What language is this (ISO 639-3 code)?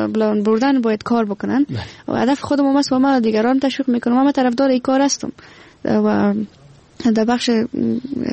fas